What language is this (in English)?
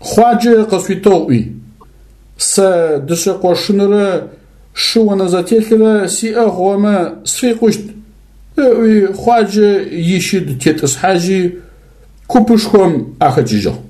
Adyghe